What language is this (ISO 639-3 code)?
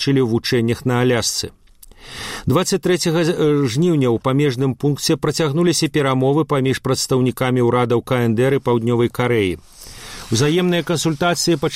bel